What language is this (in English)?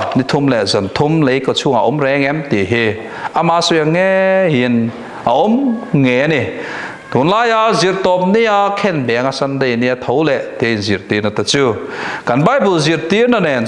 Mizo